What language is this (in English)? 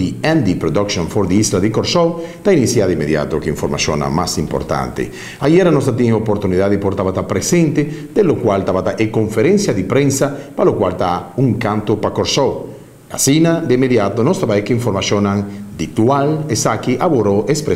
Papiamento